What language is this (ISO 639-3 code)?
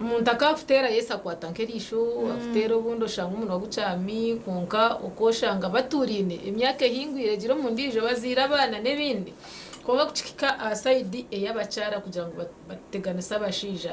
nyn